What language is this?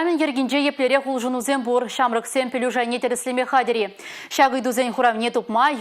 Chuvash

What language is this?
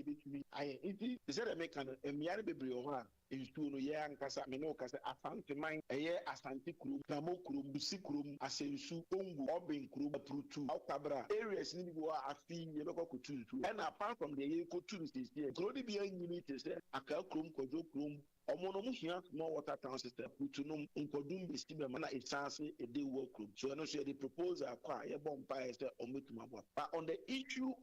Akan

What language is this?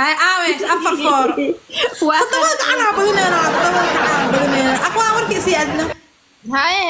Somali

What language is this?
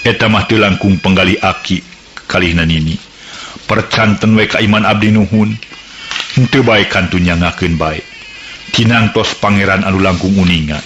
Sundanese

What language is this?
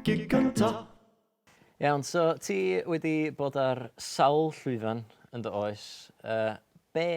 Welsh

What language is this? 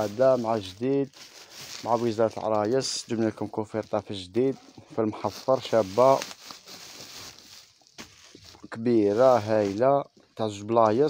Algerian Arabic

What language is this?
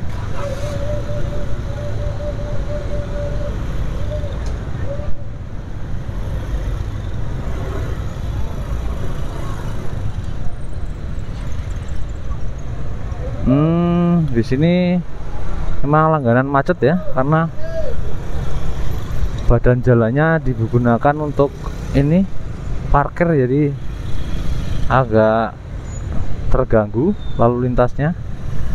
Indonesian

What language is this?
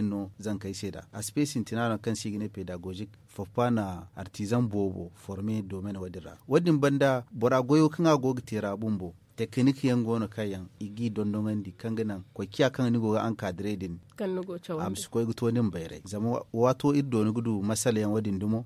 Zarma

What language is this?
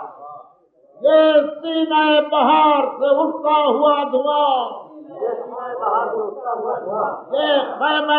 Urdu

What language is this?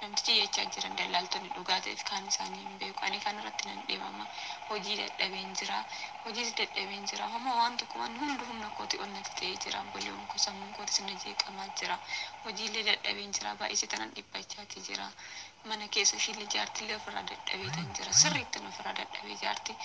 Oromo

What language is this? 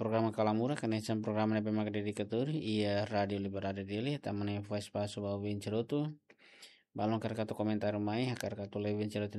Tetum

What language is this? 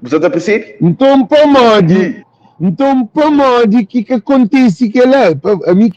Kabuverdianu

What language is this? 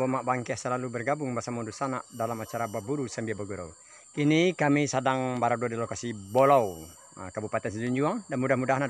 Minangkabau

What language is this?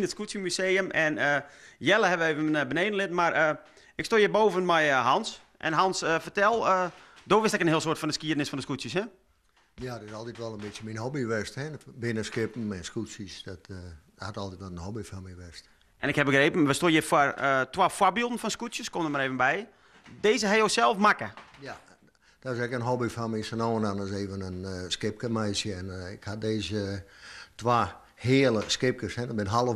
Western Frisian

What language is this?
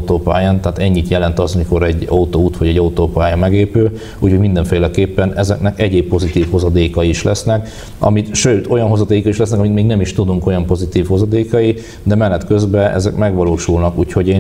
Hungarian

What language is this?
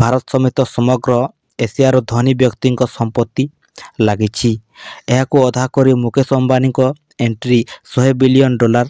Odia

